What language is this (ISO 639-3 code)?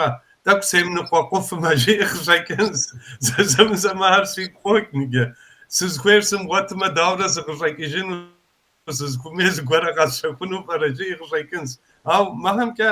kbd